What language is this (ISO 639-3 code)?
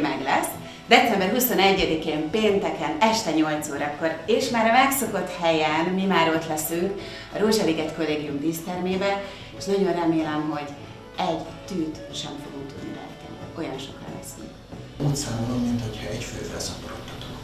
hun